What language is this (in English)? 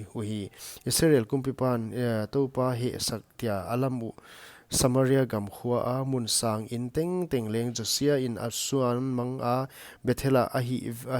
Paite Chin